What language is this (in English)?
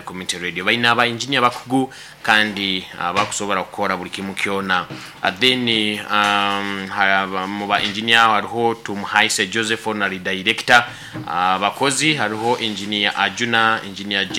Nyoro